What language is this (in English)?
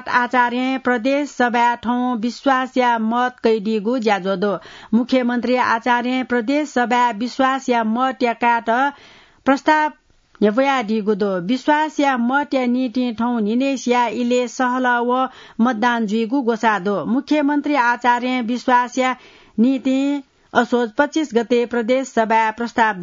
Newari